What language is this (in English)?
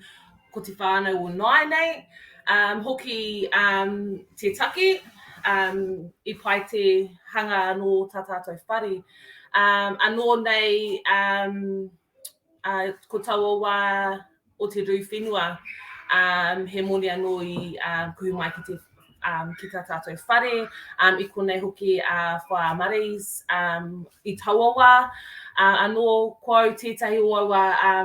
Māori